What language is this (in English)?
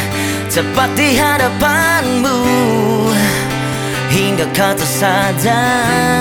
Indonesian